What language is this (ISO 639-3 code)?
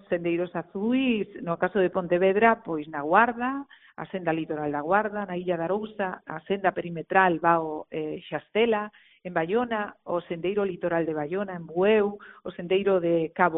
glg